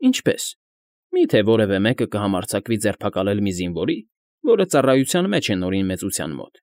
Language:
Armenian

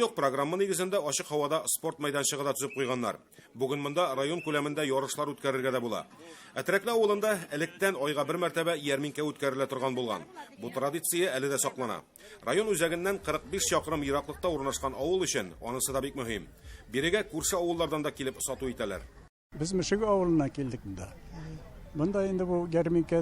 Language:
Tatar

